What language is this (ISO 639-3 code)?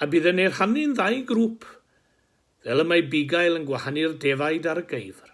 cym